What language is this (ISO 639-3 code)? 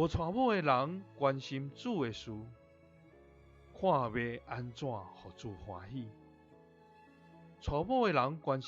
nan